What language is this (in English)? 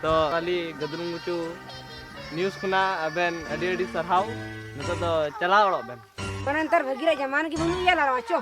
Santali